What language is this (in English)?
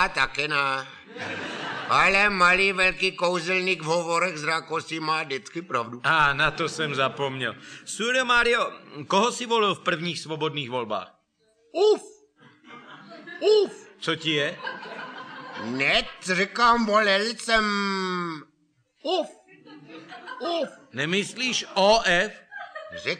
Czech